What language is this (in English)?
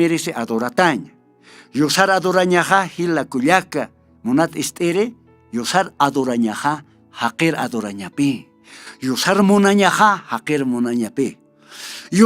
Aymara